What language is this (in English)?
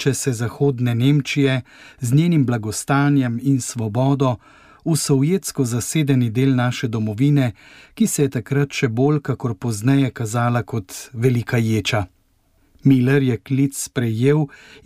Slovenian